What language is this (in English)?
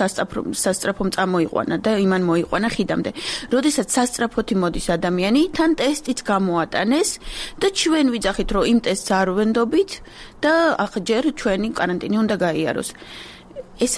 Georgian